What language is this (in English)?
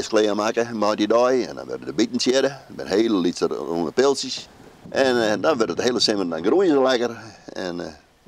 Western Frisian